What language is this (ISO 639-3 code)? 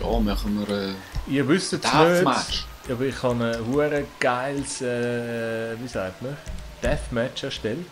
gsw